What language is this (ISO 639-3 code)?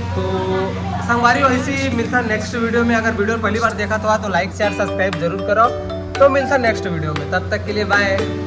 hne